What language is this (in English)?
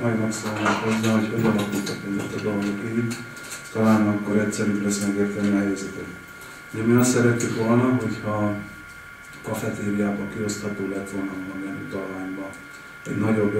Hungarian